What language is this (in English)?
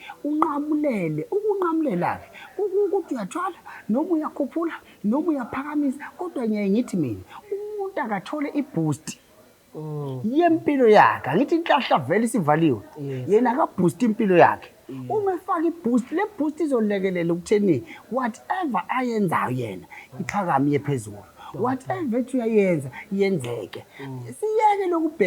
Zulu